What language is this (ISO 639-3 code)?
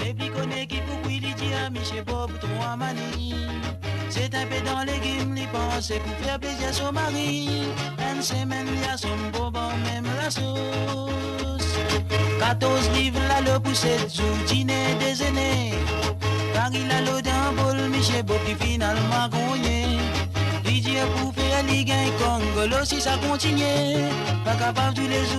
mfe